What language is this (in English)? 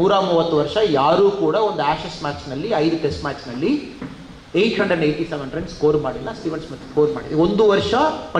Kannada